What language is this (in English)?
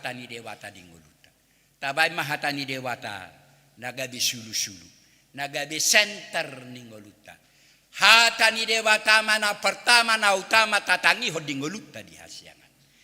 Batak Toba